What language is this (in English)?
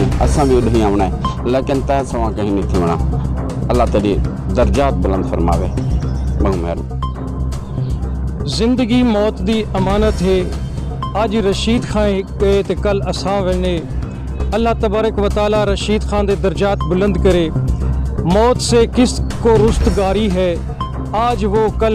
Saraiki